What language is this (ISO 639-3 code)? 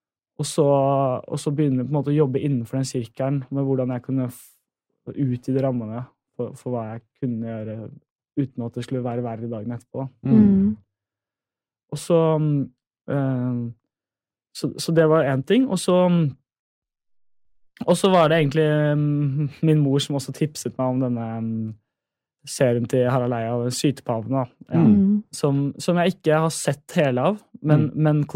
nor